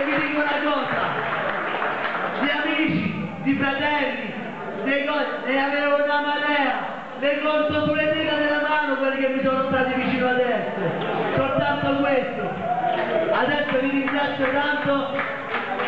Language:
Italian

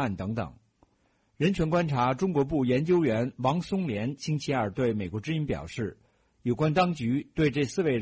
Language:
Chinese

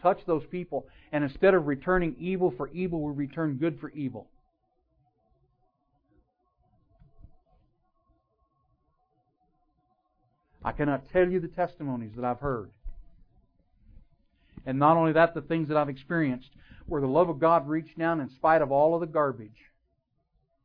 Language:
English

